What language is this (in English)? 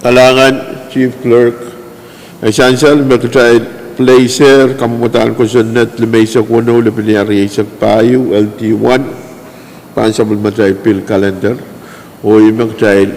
Pohnpeian